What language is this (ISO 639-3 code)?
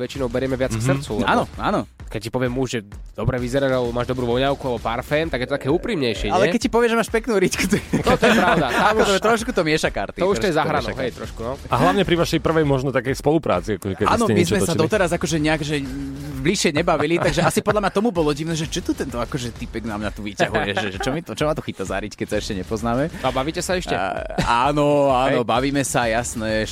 slk